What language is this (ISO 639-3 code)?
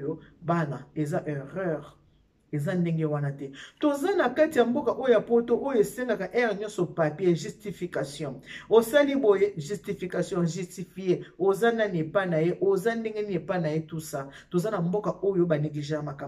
lin